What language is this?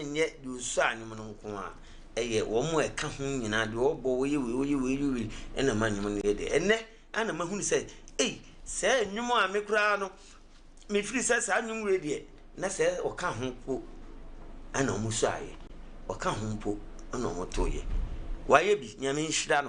Akan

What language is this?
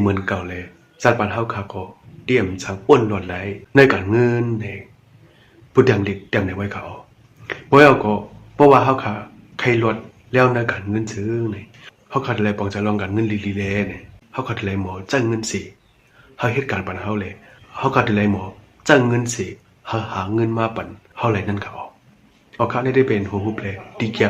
Shan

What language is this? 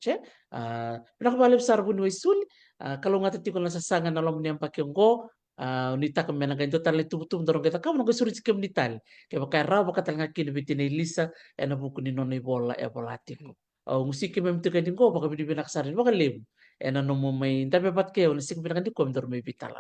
Fijian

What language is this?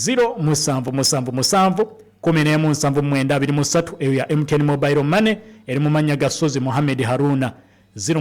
Ganda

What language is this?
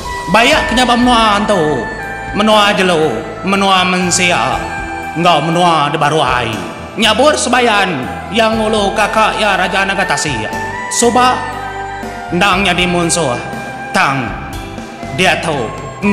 Iban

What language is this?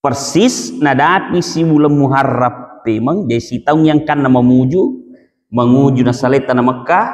Buginese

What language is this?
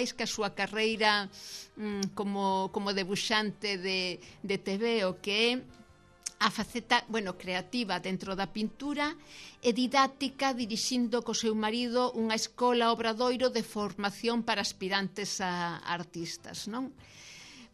Galician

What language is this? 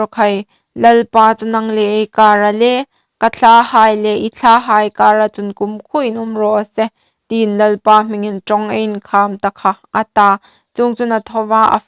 Hmar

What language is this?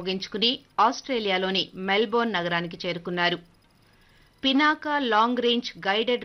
Telugu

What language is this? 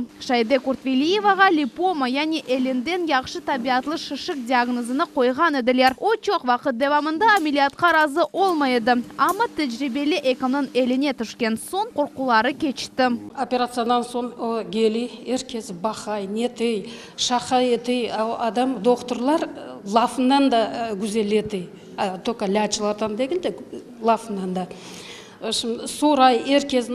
Crimean Tatar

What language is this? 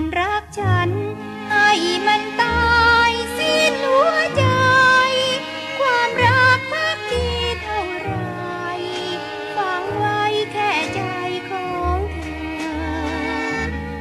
Thai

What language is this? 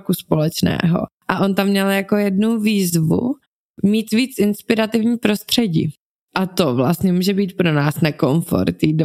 Czech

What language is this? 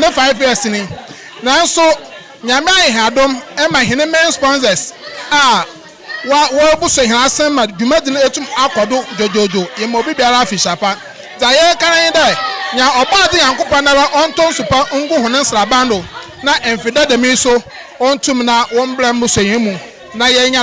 Akan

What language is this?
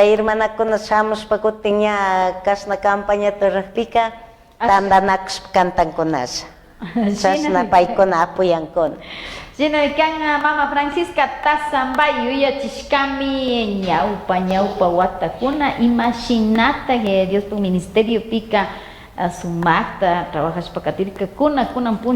Chimborazo Highland Quichua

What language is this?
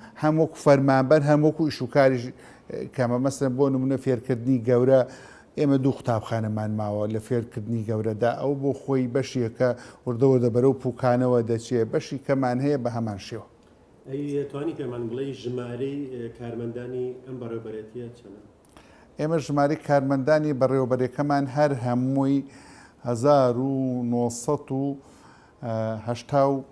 Central Kurdish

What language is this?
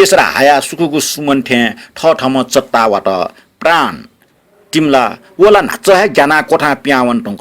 Newari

